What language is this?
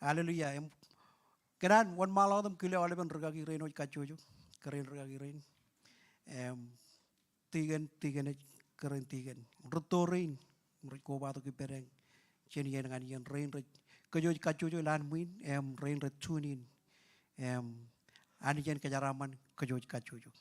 Marshallese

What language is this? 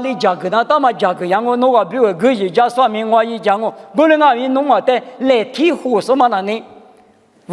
Lisu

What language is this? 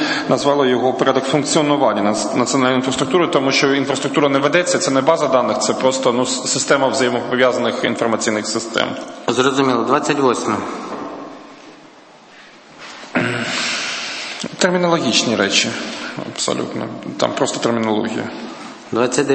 Ukrainian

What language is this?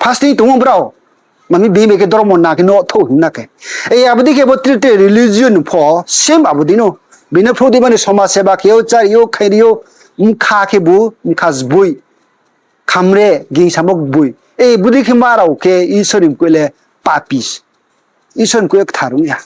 Riang (India)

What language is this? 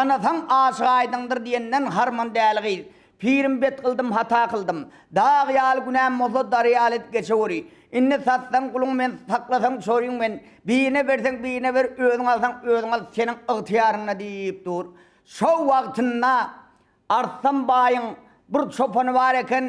Turkmen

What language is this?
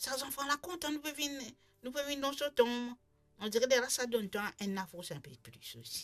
Morisyen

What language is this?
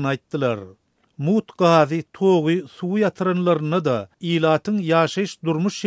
Turkmen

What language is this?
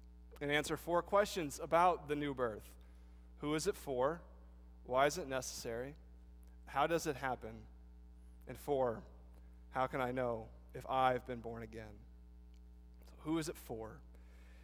English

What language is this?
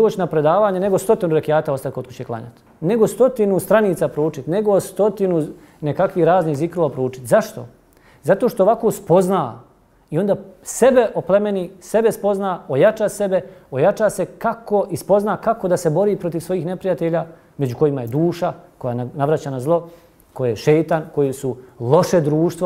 Bosnian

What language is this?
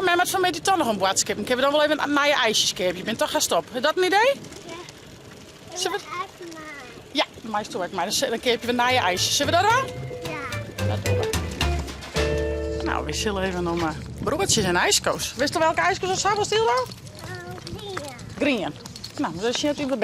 Western Frisian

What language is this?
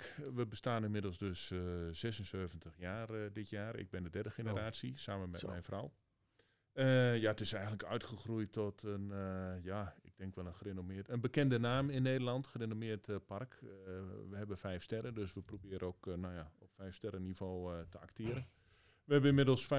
Dutch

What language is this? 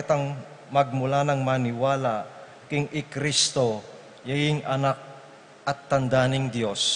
Pampanga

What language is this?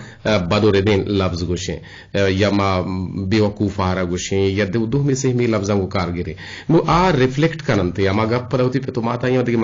Eastern Balochi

